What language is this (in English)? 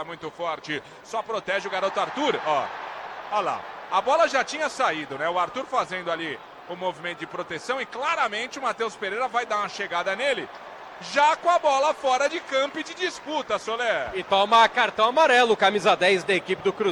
Portuguese